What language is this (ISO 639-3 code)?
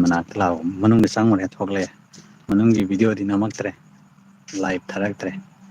mni